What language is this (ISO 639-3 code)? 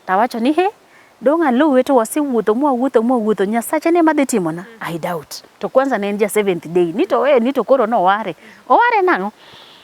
luo